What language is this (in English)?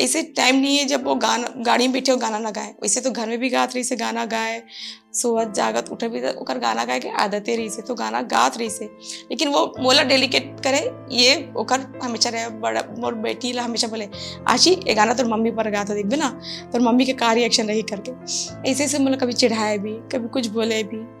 Chhattisgarhi